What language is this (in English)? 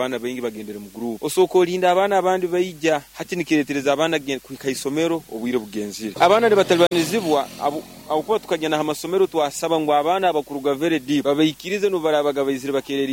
Nyoro